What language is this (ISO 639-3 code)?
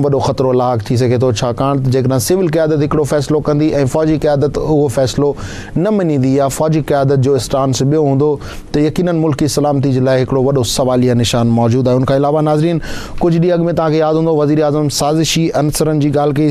snd